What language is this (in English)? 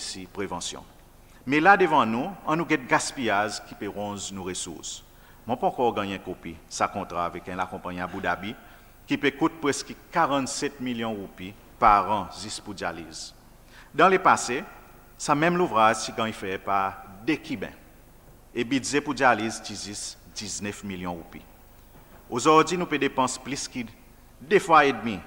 Seselwa Creole French